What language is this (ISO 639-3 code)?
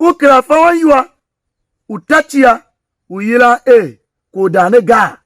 tiv